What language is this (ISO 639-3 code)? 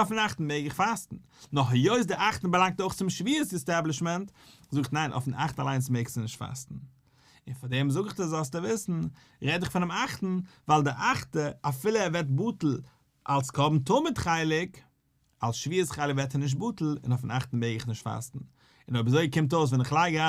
yid